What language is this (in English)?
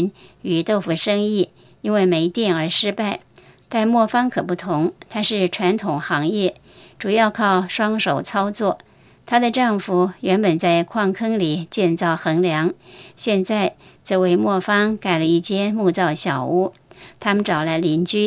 Chinese